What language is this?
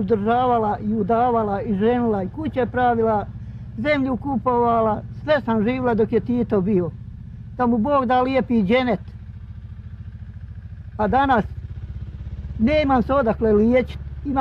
Bosnian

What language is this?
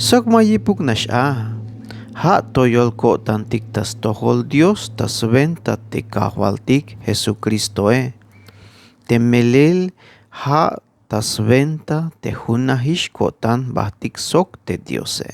Tzeltal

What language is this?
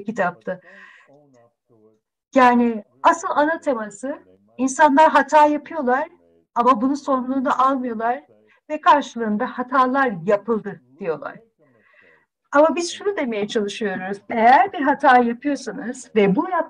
Turkish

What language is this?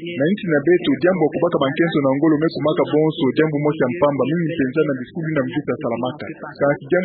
Kituba (Democratic Republic of Congo)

